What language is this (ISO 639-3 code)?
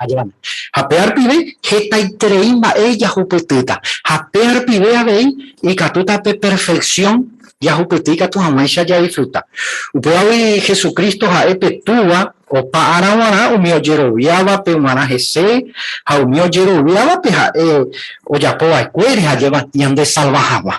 grn